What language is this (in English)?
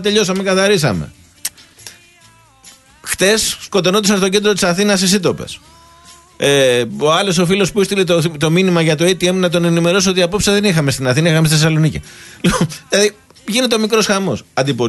Greek